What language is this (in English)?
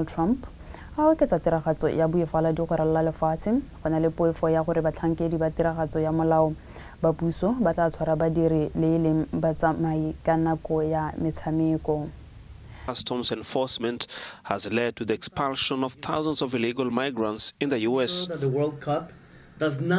Tswana